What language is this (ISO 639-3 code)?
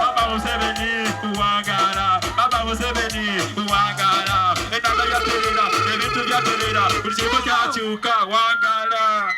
xog